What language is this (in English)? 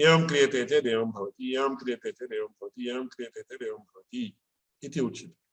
Sanskrit